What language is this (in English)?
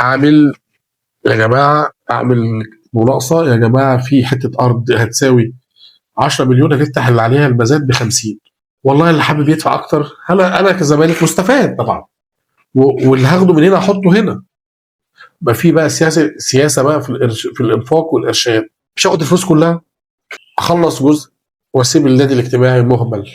Egyptian Arabic